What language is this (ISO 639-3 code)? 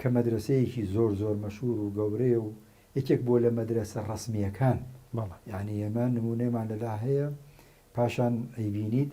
ckb